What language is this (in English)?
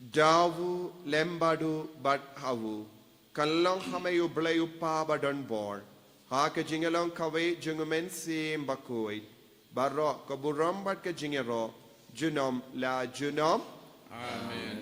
Khasi